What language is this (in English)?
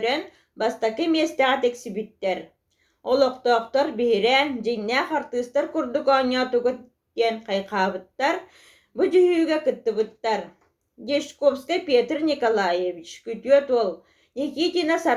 Yakut